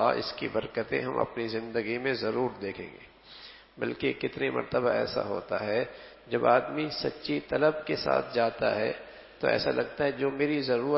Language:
Urdu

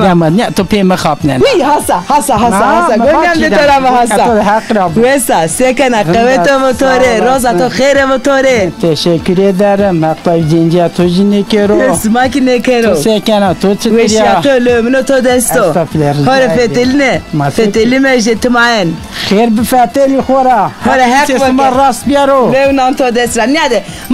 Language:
Zaza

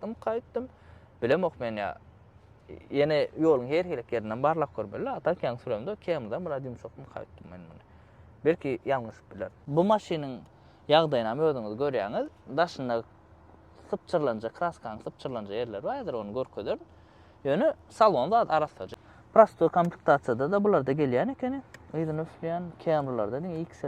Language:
Turkmen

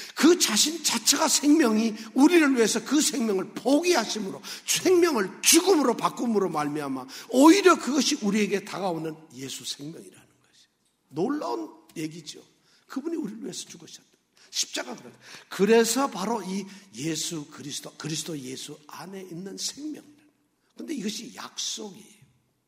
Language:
Korean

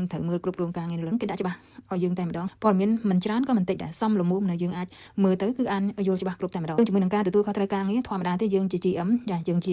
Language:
Khmer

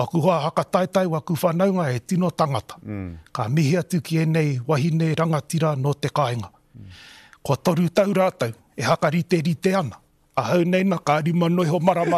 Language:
Māori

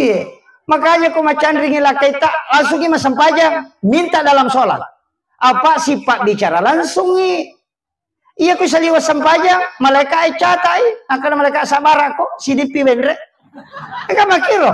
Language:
Buginese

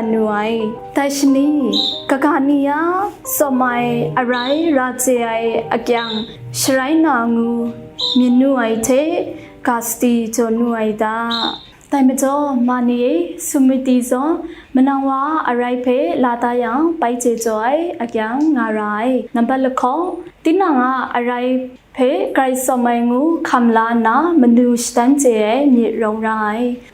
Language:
Kachin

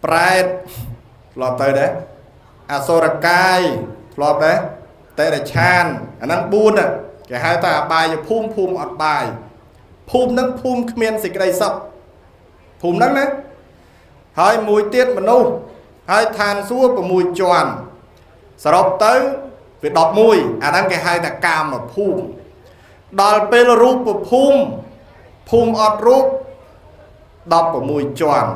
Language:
Khmer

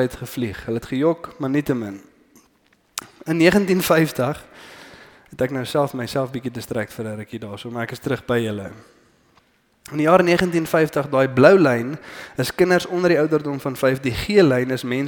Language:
Afrikaans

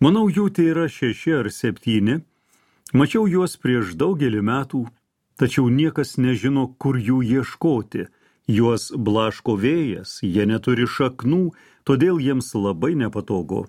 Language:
Lithuanian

